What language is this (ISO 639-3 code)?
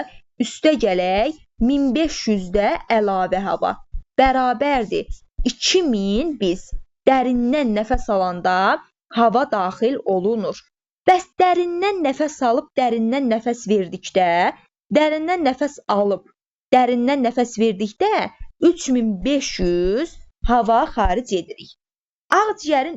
aze